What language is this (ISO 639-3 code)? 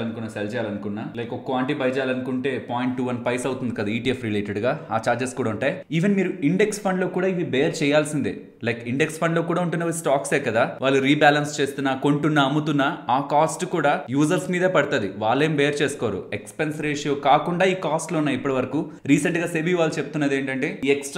tel